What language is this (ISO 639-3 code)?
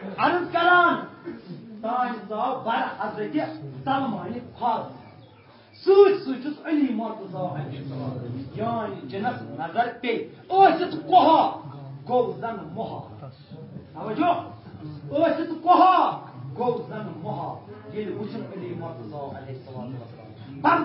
kas